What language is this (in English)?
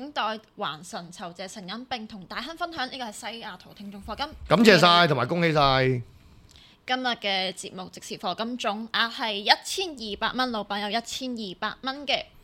Cantonese